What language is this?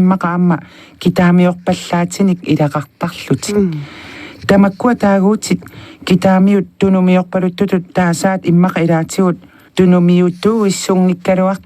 Kalaallisut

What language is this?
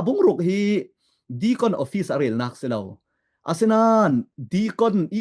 Falam Chin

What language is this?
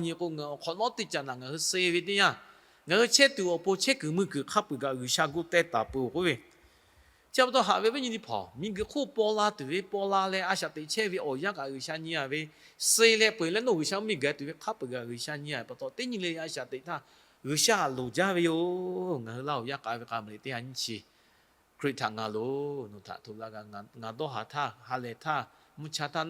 Lahu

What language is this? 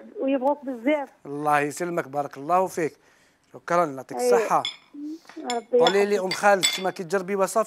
Algerian Arabic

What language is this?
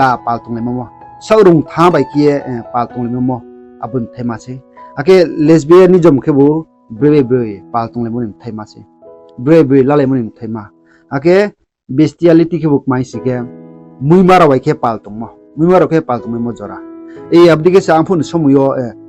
Riang (India)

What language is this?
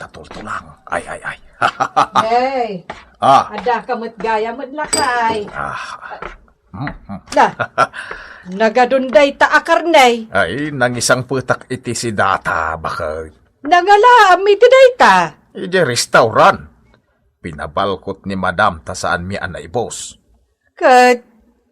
Iloko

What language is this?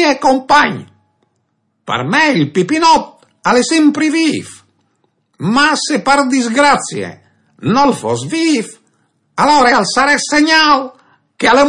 Friulian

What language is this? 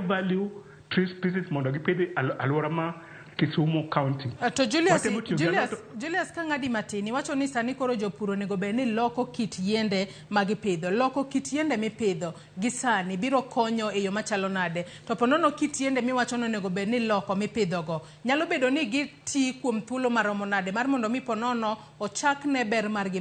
Luo (Kenya and Tanzania)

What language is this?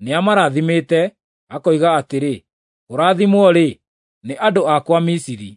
Kikuyu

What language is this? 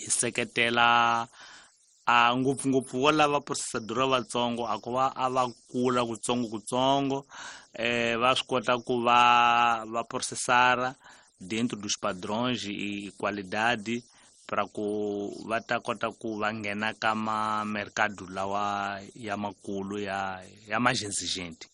Tsonga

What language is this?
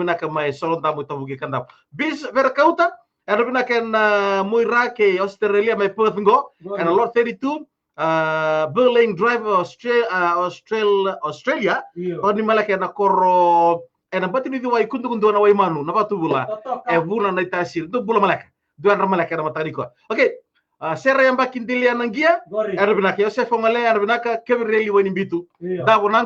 Fijian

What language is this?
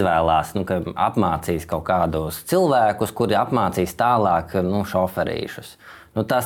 Latvian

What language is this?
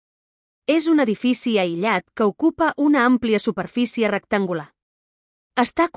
Catalan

